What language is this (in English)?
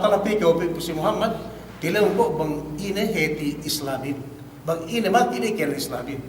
Yakan